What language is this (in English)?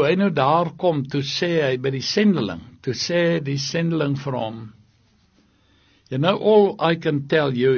Afrikaans